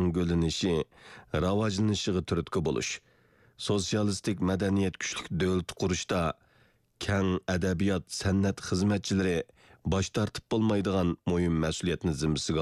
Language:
Uyghur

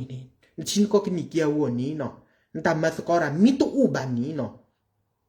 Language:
S'gaw Karen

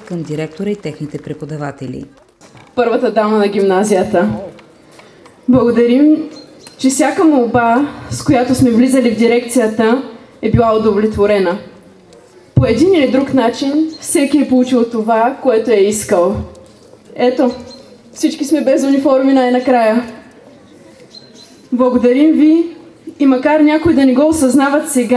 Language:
Bulgarian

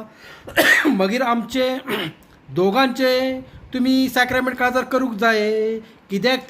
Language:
Konkani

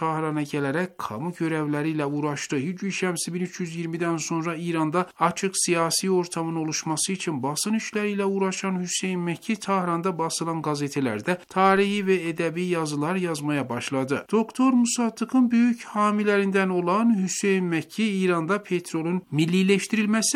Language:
Turkish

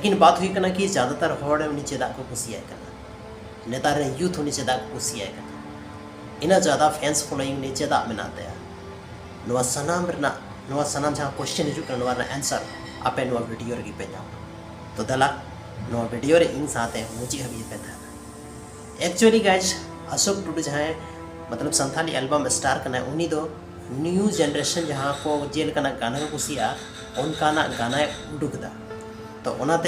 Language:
Santali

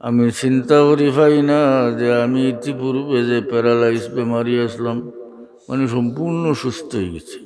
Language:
Sylheti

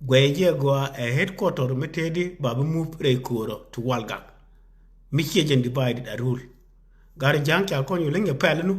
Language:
Nuer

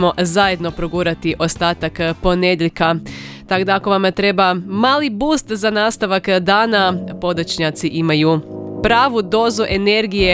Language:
Croatian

